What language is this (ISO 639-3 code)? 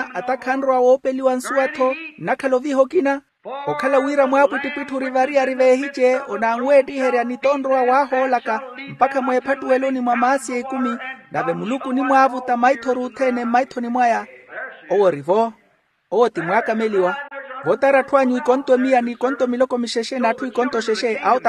vmw